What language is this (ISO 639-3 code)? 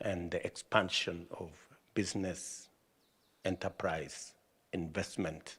kam